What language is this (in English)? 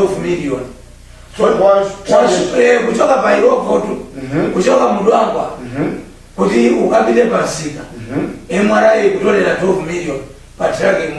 Nyanja